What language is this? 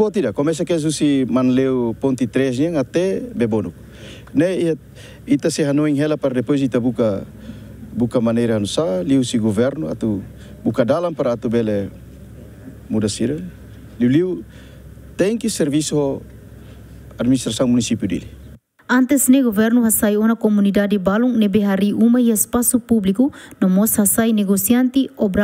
Tetum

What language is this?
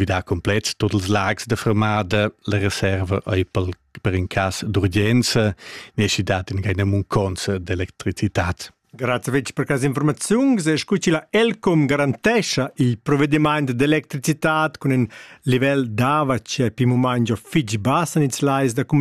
Romansh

